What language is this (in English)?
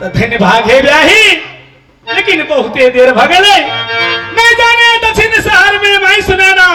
Maithili